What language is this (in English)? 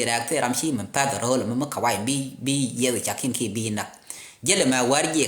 Nuer